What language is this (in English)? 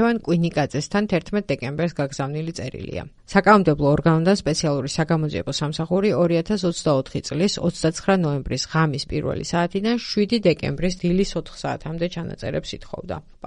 Georgian